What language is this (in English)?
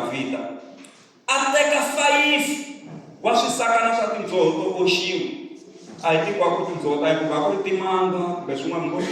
Tsonga